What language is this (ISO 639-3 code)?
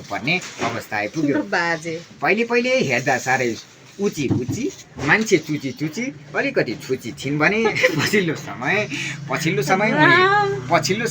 nep